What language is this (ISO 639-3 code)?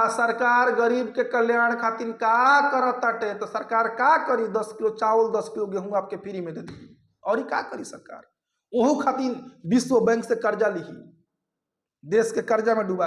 bho